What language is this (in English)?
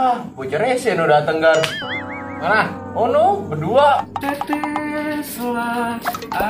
Betawi